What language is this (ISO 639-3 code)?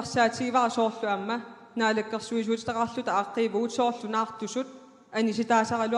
kal